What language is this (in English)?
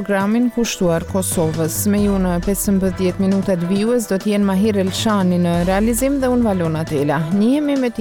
Albanian